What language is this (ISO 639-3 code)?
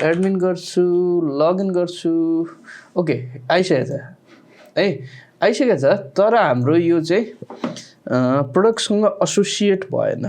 nep